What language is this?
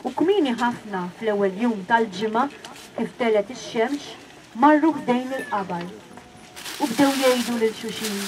Maltese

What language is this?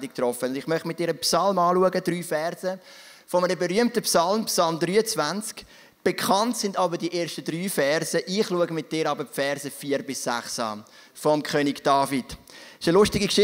Swiss German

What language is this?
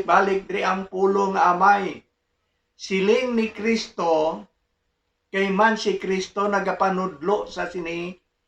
Hiligaynon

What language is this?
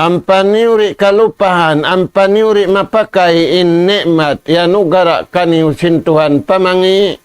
Tausug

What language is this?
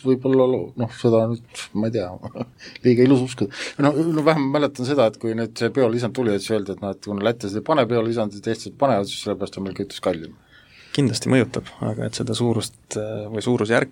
Estonian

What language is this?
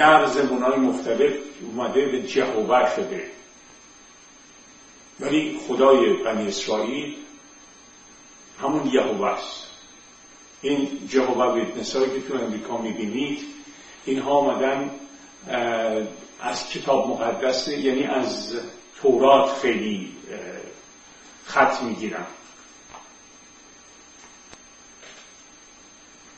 Persian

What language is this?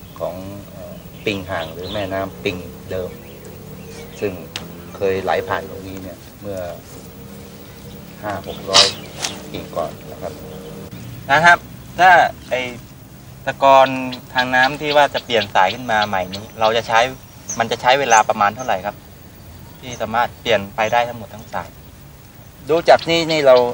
Thai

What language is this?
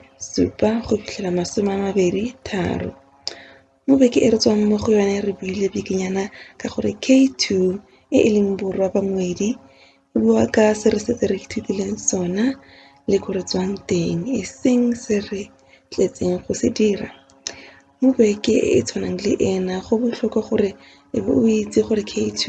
Tswana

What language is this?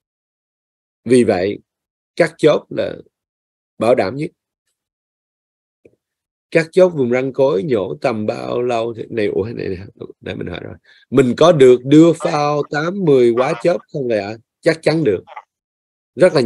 Vietnamese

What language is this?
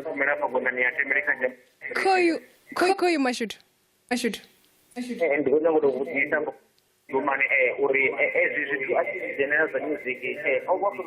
Venda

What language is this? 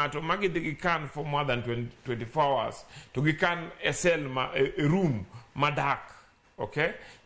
Luo (Kenya and Tanzania)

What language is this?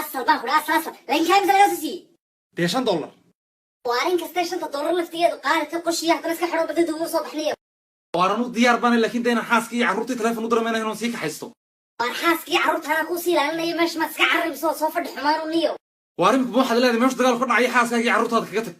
Somali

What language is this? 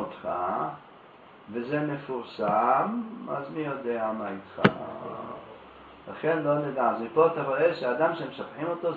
Hebrew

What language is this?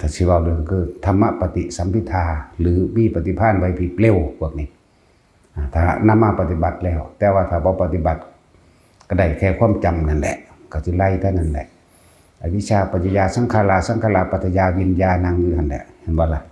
Northeastern Thai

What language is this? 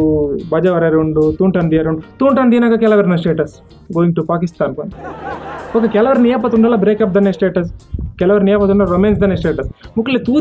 Tulu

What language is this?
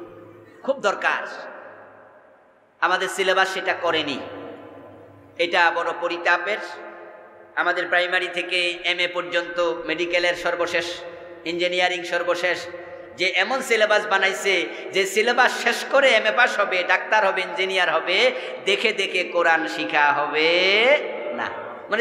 Bangla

